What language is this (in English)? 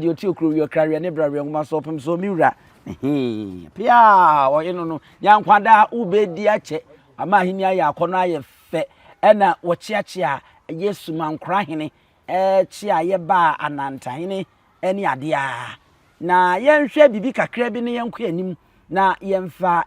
Akan